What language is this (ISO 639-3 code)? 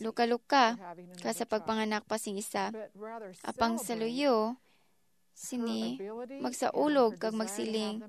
hil